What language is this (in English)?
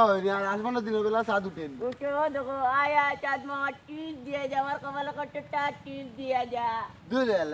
Sylheti